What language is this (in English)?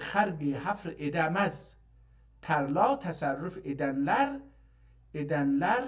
South Azerbaijani